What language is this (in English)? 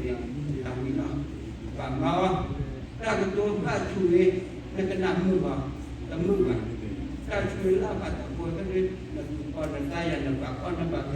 S'gaw Karen